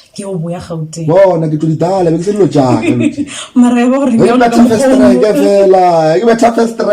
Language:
Northern Sotho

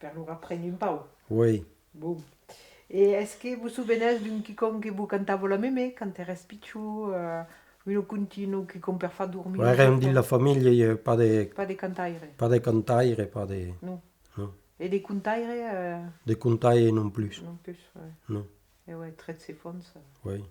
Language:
Occitan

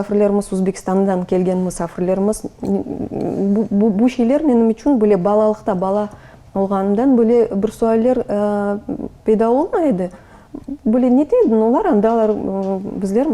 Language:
Crimean Tatar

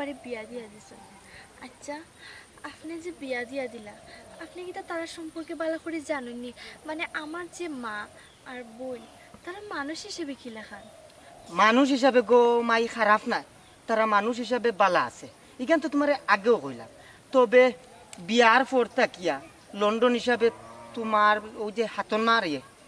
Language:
Sylheti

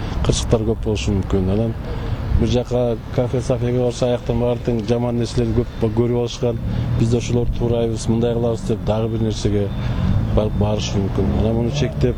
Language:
Kyrgyz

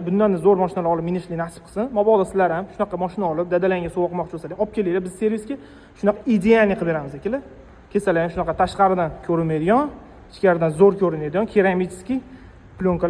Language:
Uzbek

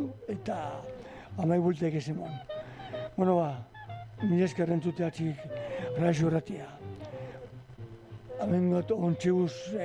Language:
Basque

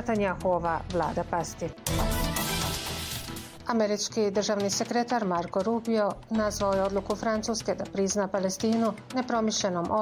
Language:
Bosnian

